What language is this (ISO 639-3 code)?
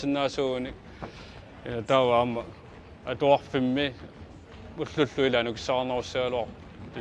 kal